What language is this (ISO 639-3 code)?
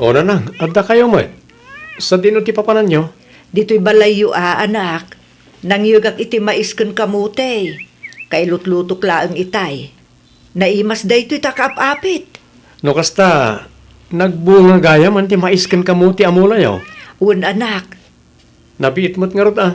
ilo